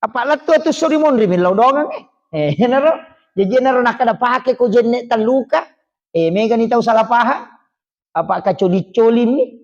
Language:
Buginese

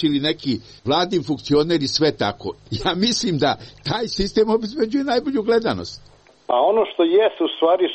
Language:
Serbian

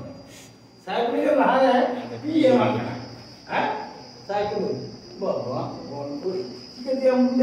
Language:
Santali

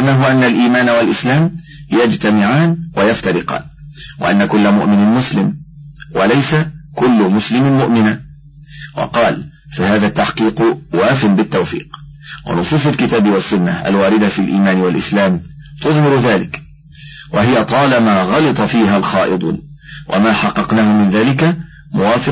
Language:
Arabic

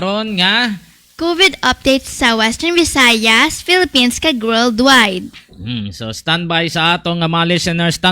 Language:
Hiligaynon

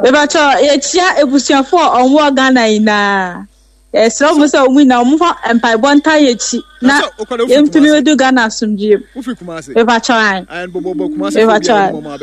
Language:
Akan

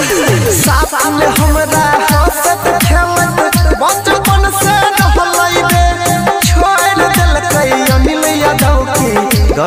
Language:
Maithili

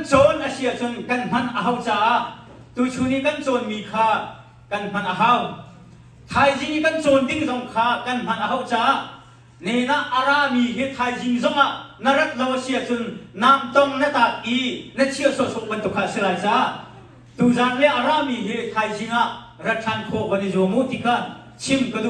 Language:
Hakha Chin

